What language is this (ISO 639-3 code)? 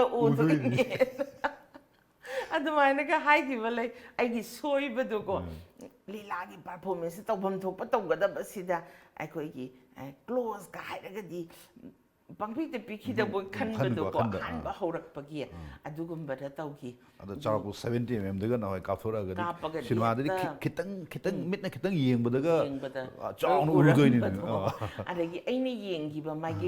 mni